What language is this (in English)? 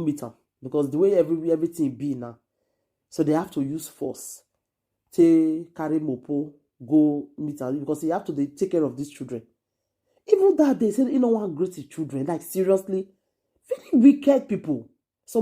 Nigerian Pidgin